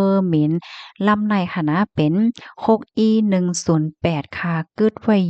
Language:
Shan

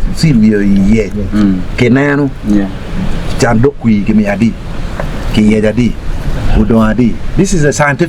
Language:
Acoli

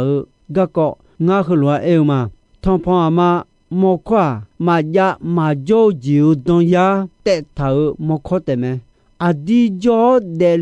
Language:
Akha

